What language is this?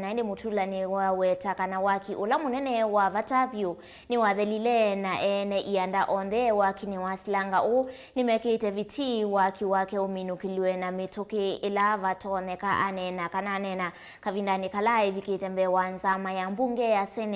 Kamba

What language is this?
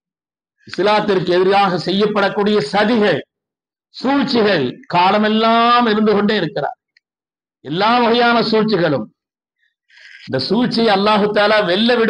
Tamil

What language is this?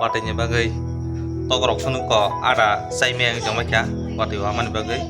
Kok Borok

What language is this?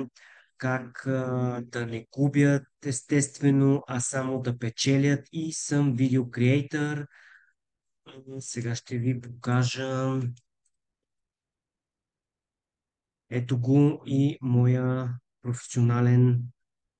Bulgarian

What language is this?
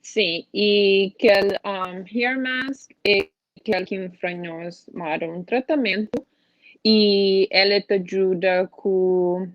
Kabuverdianu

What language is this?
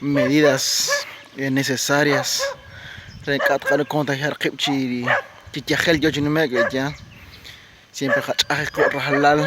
Kekchí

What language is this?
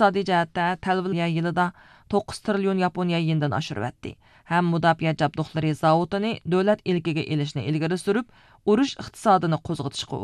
Uyghur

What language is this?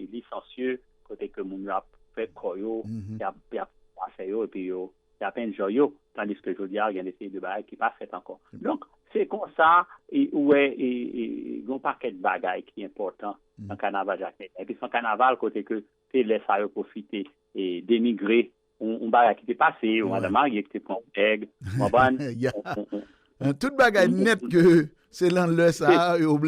Haitian Creole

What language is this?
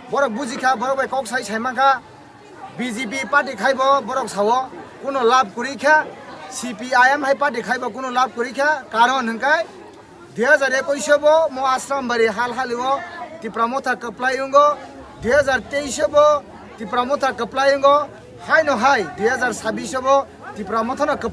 Kok Borok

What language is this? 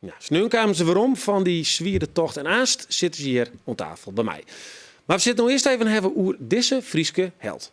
Western Frisian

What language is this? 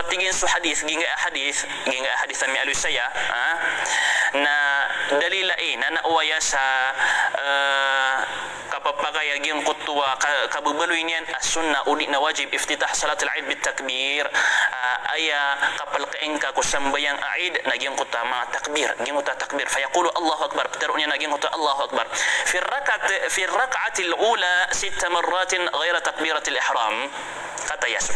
Maranao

